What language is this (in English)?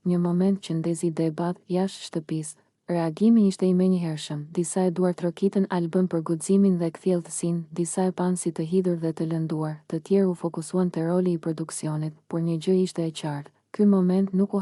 Albanian